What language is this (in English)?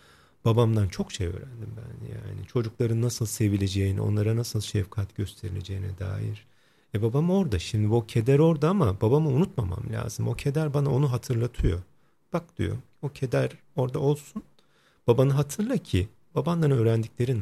Turkish